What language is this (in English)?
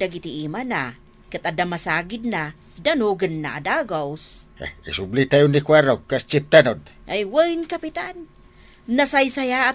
Iloko